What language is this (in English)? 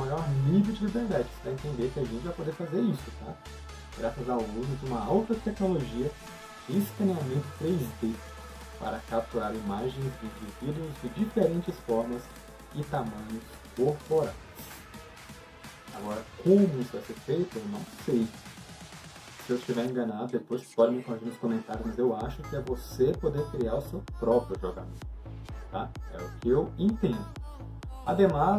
Portuguese